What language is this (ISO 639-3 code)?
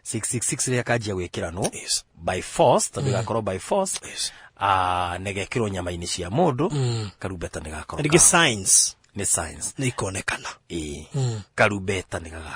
kik